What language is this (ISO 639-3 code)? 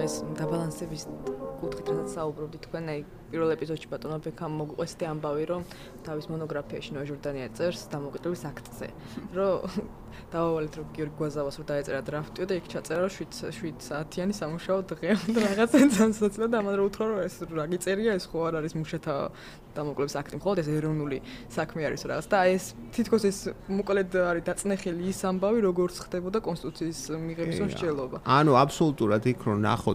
kat